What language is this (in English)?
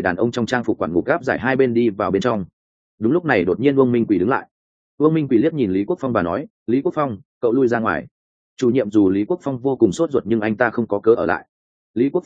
Vietnamese